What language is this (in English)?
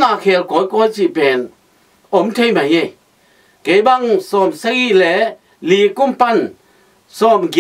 Tedim Chin